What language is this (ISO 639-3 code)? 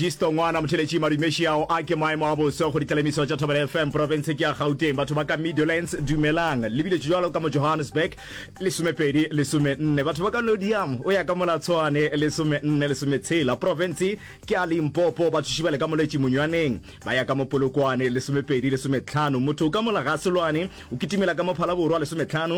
nso